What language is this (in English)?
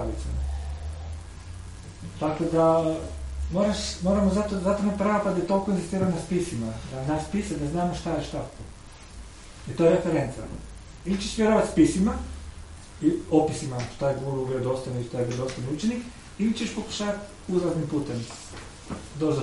Croatian